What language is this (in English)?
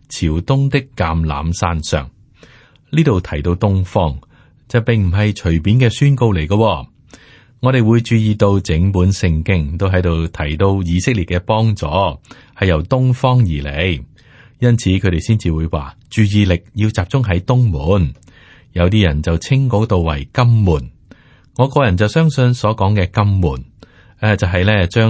Cantonese